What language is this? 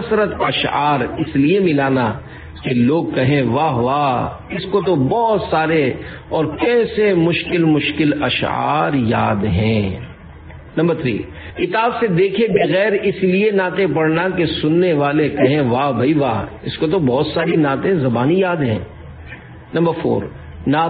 Urdu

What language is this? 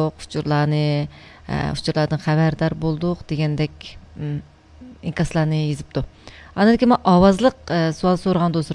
Uyghur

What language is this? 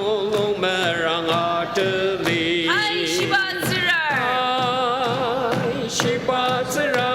Ao Naga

